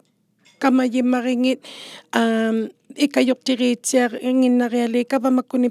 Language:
Inuktitut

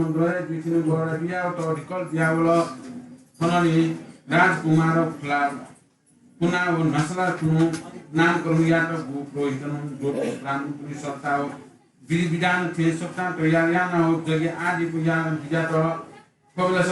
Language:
Newari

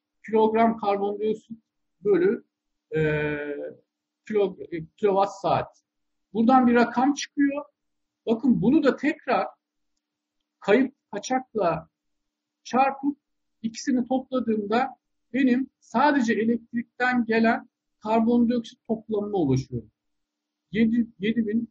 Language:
Turkish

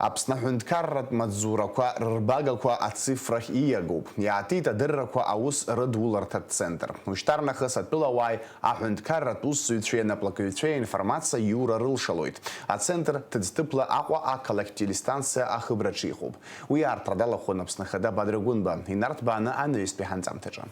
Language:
Abkhazian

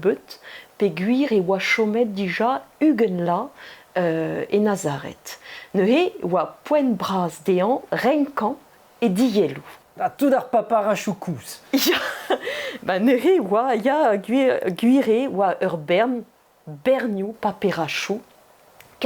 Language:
Breton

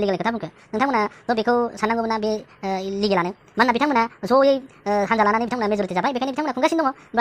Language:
Bodo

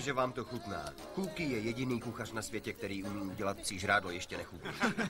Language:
Czech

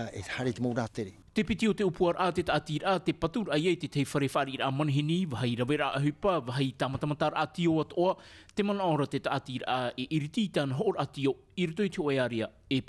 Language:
Tahitian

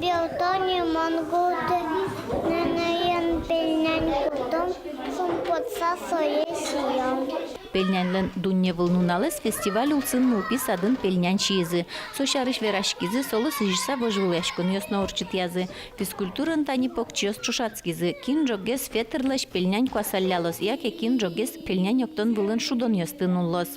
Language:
Udmurt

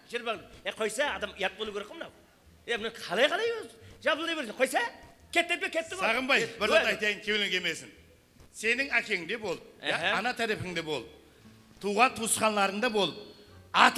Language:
Kara-Kalpak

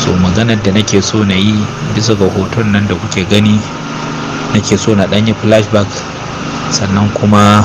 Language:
Hausa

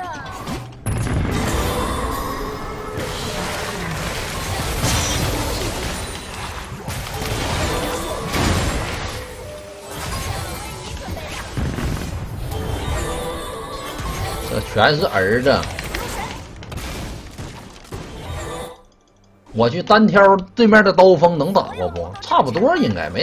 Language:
Chinese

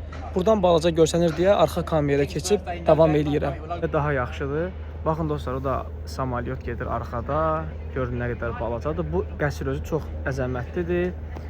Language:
Azerbaijani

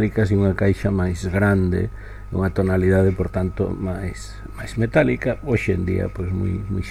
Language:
Galician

